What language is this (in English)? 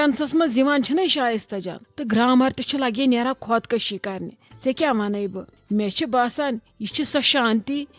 Kashmiri